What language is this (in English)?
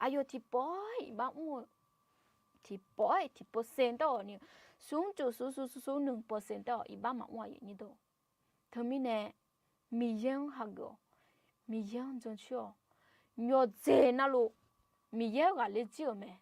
Akha